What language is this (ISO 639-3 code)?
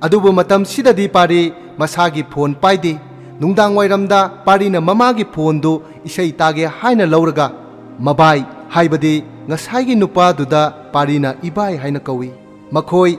mni